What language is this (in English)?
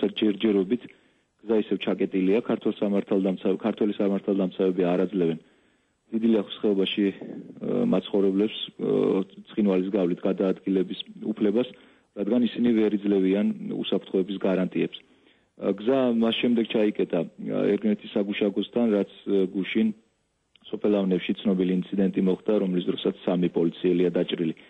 Georgian